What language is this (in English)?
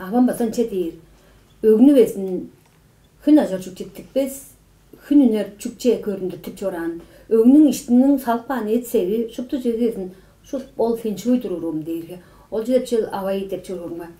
Tuvinian